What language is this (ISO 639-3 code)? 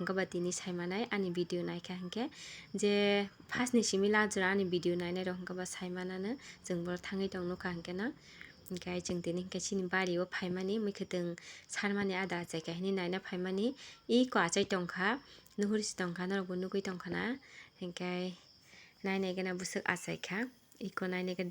trp